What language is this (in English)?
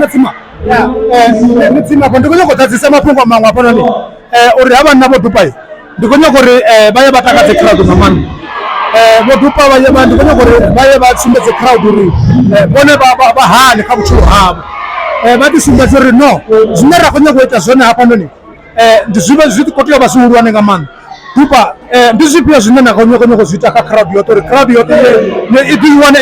Venda